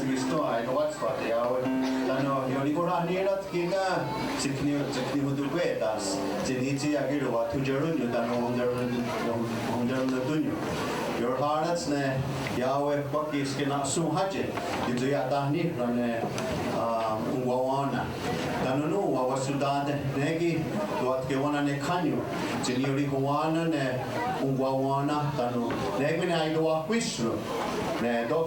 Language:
Mohawk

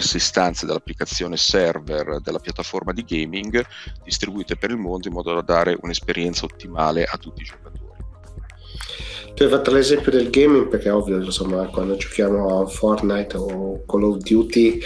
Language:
Italian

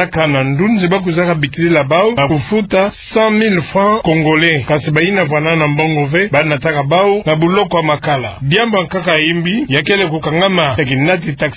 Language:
Kituba (Democratic Republic of Congo)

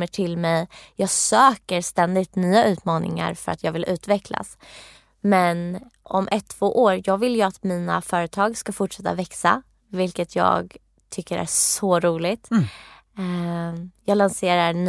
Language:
Swedish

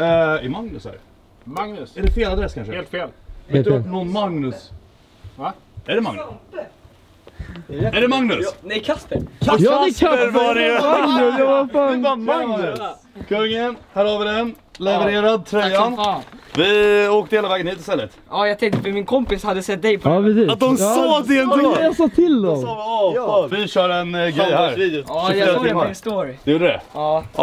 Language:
Swedish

